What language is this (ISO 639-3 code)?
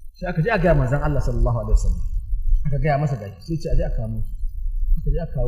hau